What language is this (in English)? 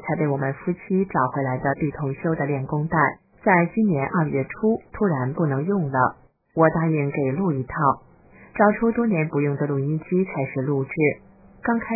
Chinese